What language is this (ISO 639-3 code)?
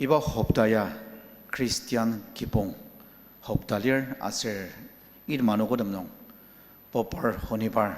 njo